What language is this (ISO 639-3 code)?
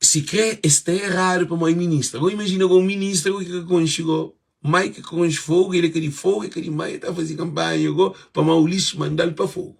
kea